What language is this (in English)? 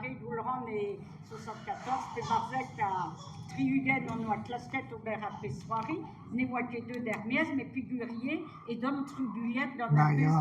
Breton